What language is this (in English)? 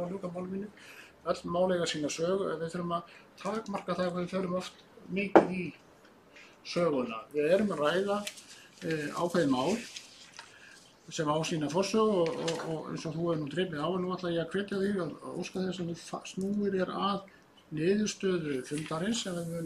Icelandic